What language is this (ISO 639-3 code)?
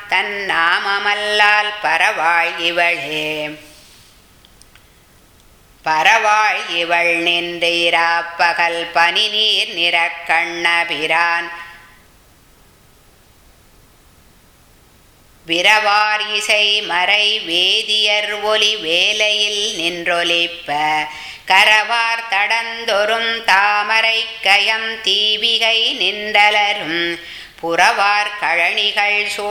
tam